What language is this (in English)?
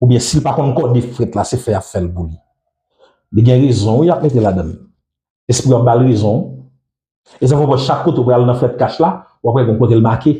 Haitian Creole